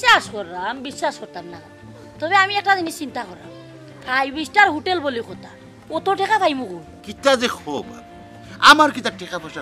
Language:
Sylheti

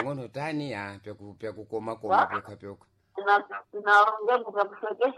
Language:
Sena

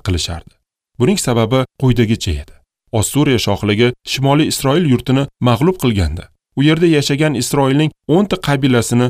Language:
Uzbek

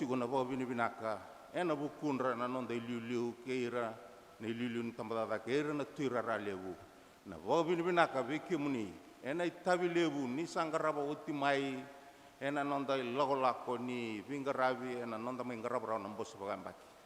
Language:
Fijian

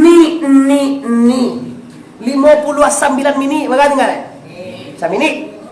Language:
Minangkabau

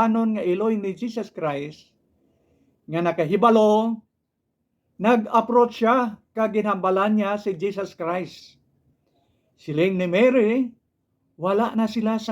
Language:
Hiligaynon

